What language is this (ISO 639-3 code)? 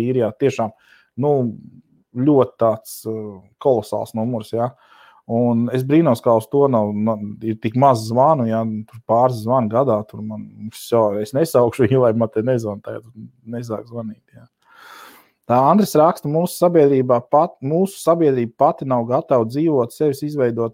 lav